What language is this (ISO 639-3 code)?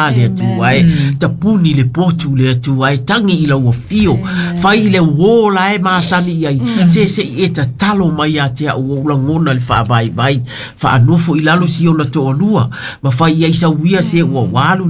smo